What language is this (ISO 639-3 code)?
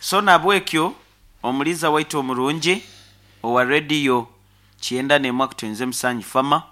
nyn